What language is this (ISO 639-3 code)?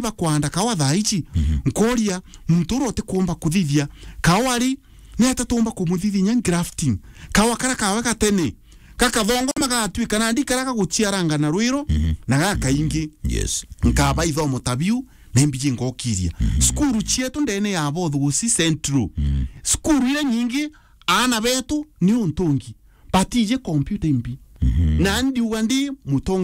mer